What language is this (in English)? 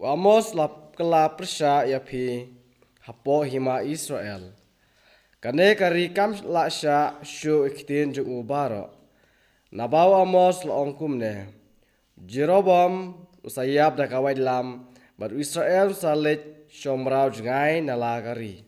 Khasi